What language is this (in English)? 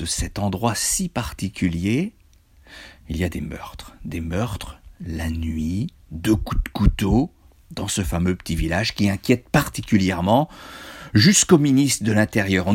French